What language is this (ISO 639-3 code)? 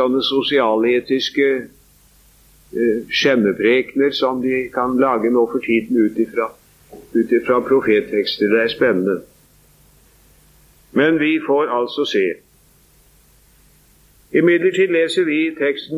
nor